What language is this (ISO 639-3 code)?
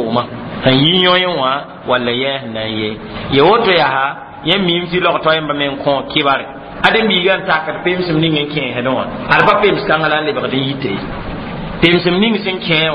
mos